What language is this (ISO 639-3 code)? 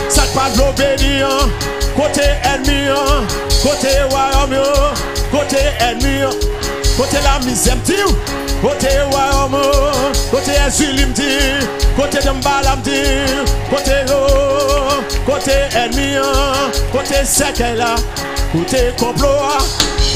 fra